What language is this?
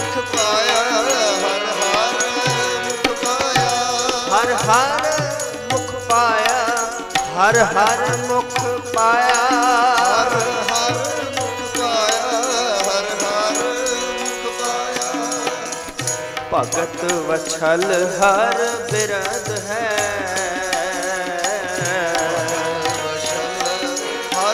Punjabi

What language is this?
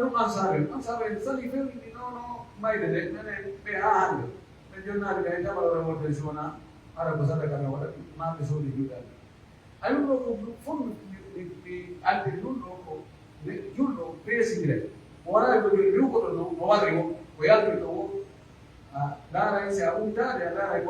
Pular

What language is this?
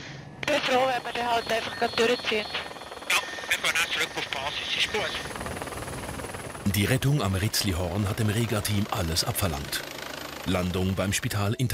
German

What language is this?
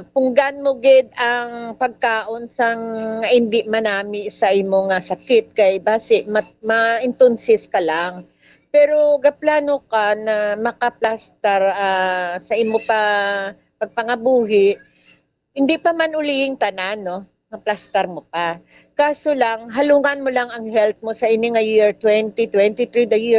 Hiligaynon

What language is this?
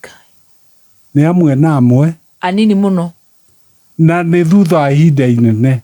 Kikuyu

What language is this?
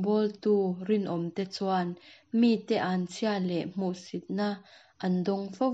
Mizo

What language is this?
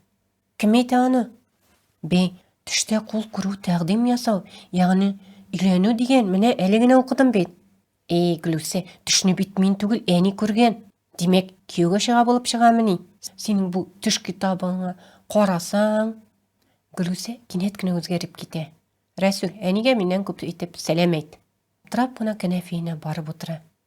Tatar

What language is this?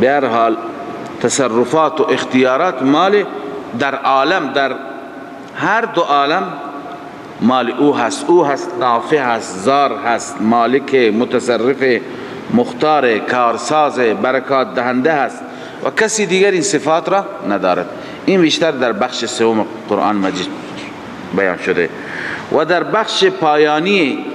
Persian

